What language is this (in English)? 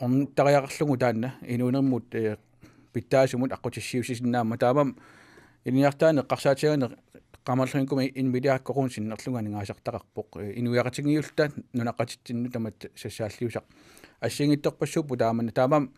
Kalaallisut